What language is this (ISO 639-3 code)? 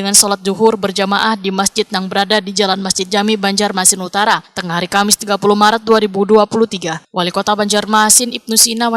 bjn